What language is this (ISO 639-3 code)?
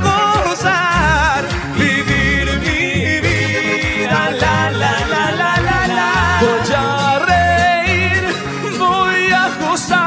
spa